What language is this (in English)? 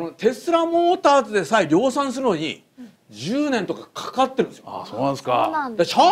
Japanese